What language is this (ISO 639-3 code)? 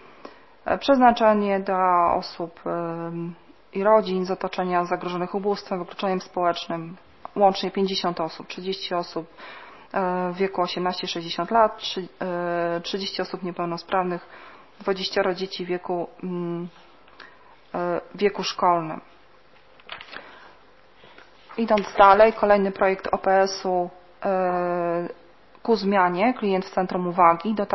pol